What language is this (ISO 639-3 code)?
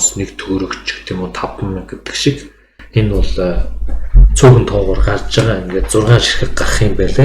mon